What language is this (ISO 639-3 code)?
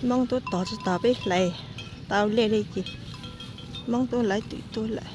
hmn